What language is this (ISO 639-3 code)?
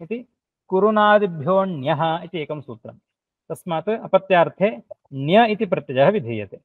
san